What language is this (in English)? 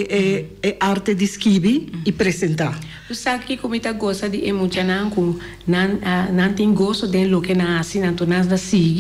Papiamento